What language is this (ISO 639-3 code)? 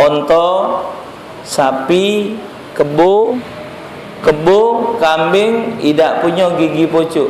mui